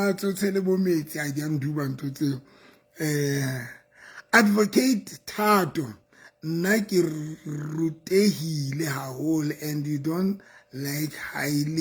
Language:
Southern Sotho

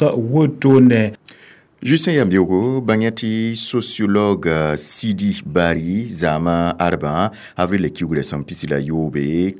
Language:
Mossi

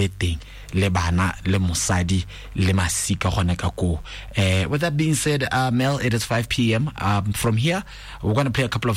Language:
Tswana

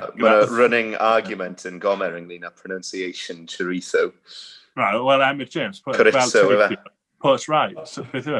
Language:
Welsh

